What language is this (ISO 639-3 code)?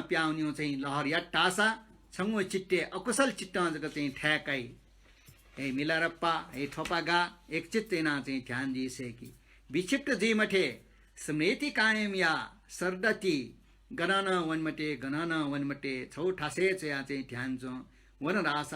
new